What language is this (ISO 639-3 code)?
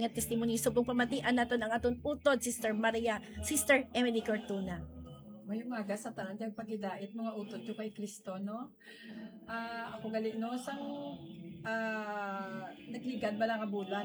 hil